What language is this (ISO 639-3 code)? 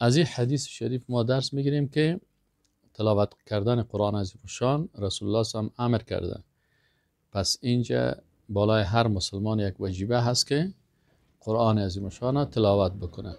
fas